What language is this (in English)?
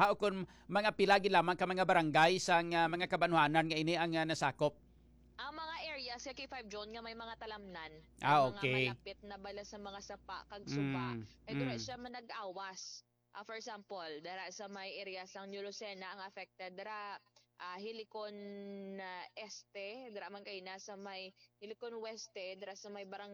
Hiligaynon